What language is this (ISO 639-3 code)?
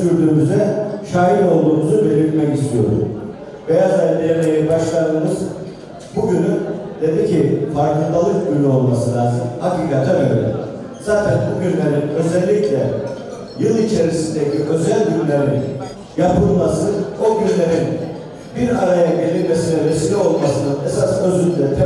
tur